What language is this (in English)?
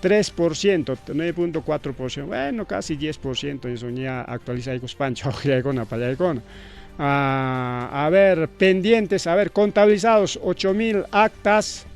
Ayacucho Quechua